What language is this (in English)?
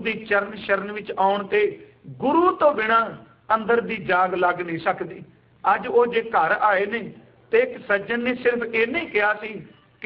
Punjabi